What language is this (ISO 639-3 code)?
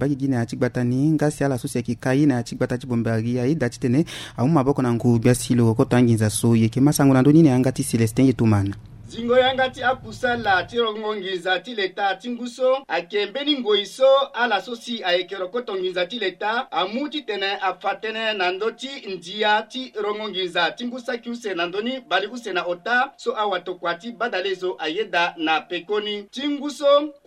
sag